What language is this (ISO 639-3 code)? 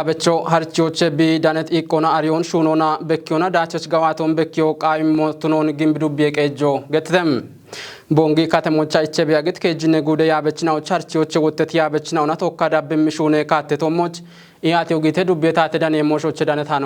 kbr